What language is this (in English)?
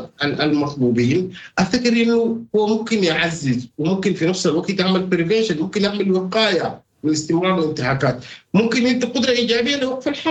Sudanese Arabic